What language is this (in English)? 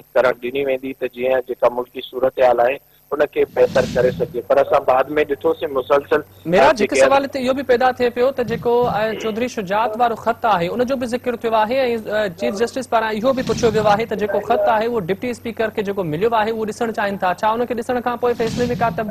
Sindhi